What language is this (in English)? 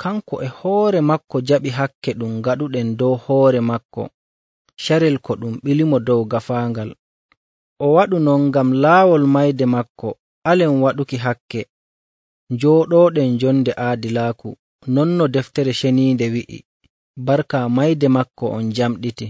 Nigerian Fulfulde